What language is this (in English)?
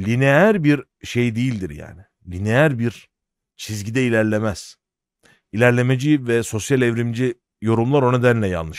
Turkish